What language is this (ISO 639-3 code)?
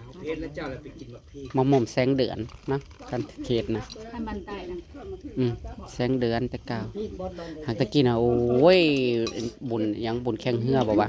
tts